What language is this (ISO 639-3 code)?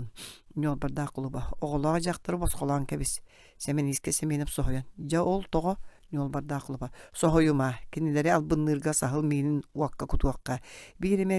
sah